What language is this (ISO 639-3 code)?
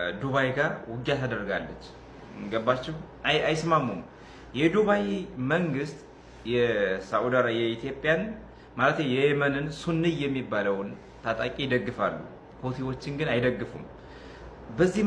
amh